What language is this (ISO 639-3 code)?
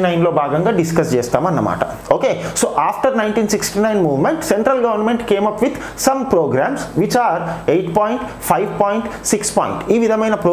tel